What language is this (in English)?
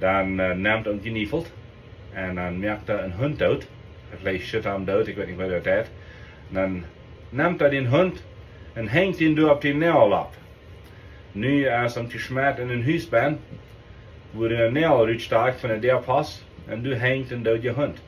Plautdietsch